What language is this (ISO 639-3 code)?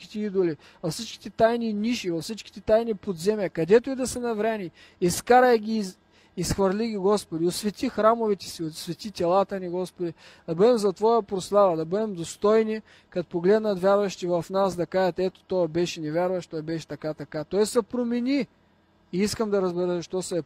bul